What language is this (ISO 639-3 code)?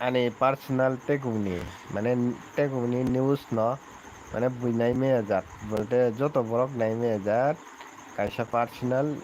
trp